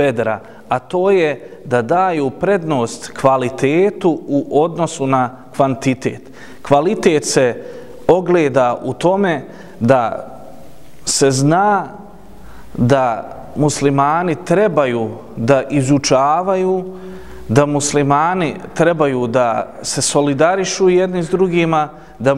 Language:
Bosnian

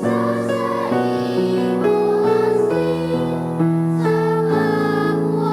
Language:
Bikol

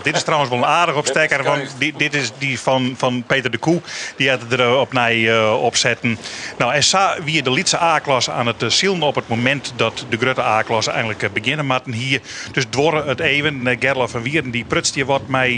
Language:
Western Frisian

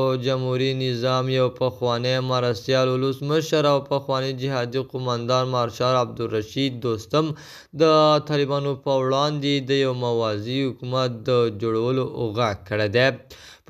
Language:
Pashto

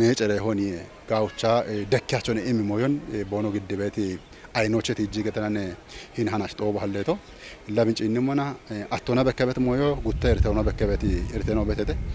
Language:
Kafa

